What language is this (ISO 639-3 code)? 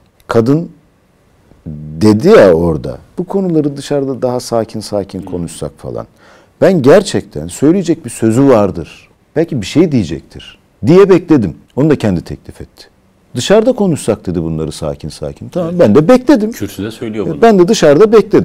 tur